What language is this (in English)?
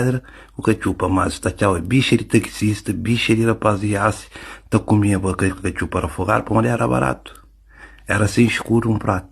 Kabuverdianu